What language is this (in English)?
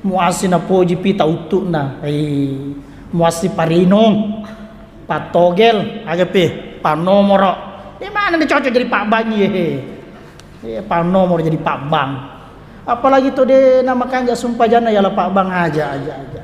Buginese